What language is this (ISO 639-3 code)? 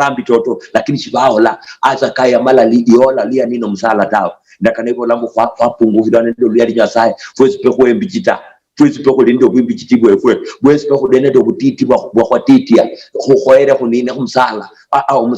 luy